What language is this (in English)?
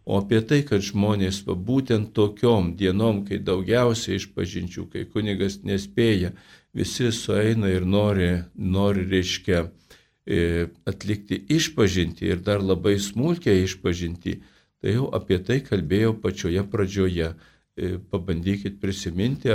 Lithuanian